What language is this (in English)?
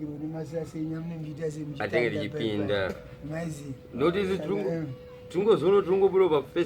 Shona